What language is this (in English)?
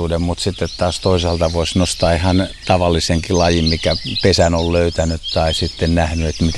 Finnish